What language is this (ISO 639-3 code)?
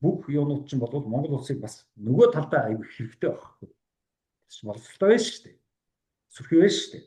mon